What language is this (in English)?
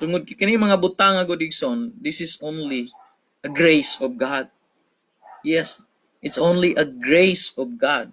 Cebuano